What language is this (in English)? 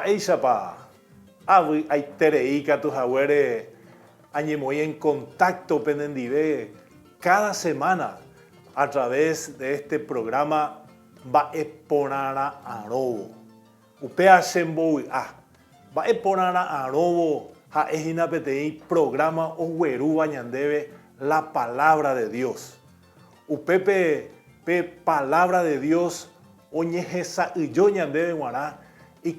Guarani